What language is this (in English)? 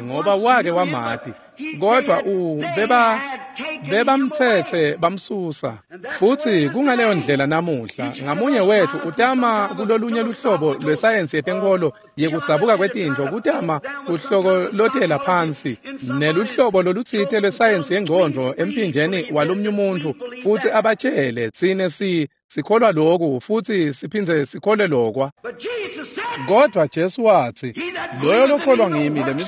Swati